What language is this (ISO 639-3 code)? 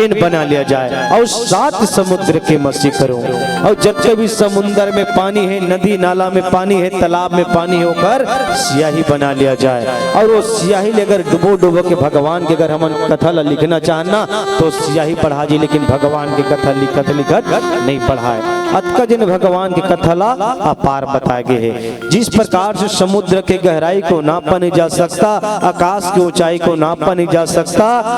hne